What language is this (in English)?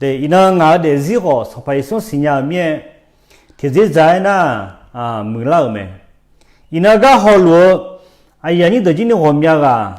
Akha